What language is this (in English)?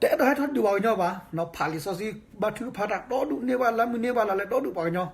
S'gaw Karen